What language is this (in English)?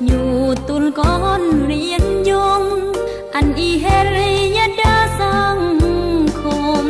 Khmu